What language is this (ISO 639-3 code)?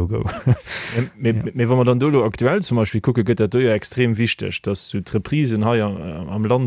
ltz